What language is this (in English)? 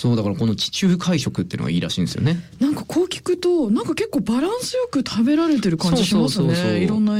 Japanese